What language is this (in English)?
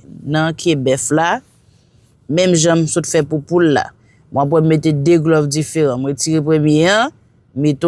Haitian Creole